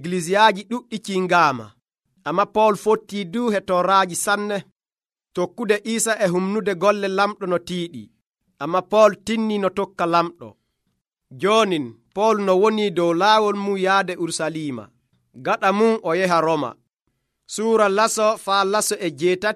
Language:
Nigerian Fulfulde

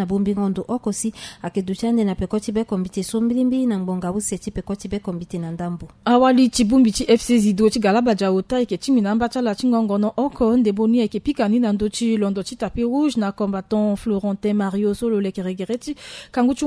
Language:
Sango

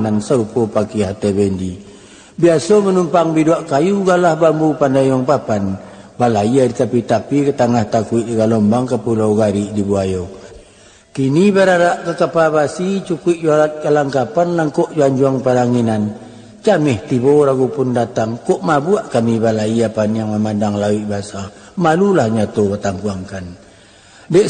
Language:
Minangkabau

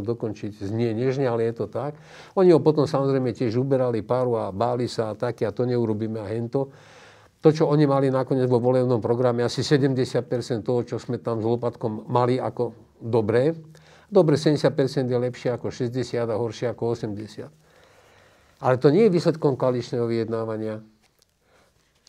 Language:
Slovak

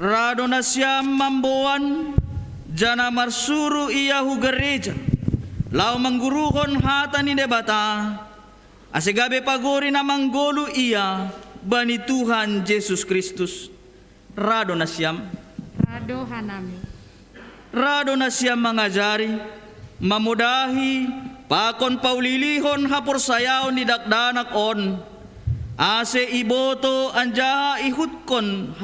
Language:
Batak Simalungun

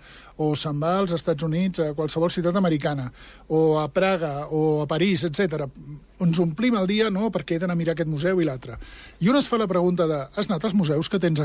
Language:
Catalan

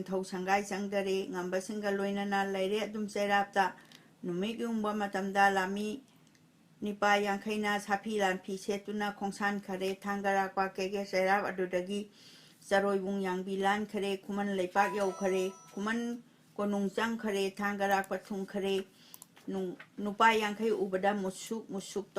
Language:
Manipuri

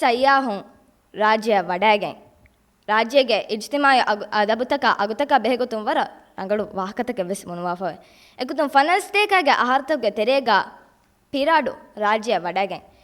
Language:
Divehi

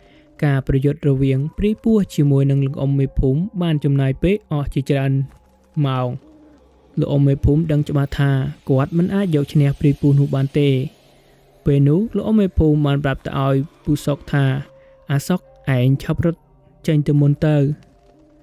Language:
Khmer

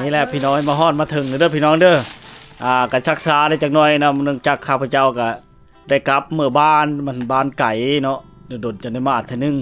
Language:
Lao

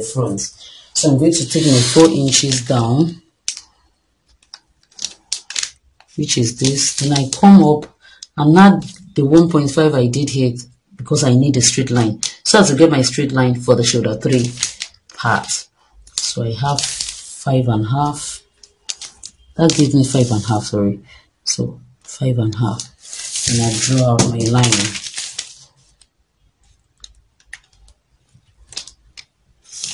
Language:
English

